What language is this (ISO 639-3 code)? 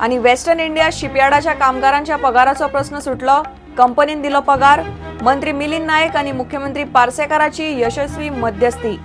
kok